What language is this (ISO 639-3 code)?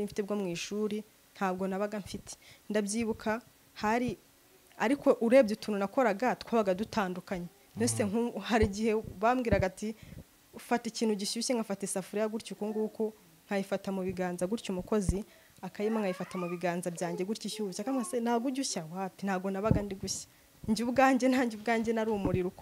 kin